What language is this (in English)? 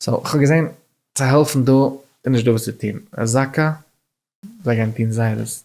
Yiddish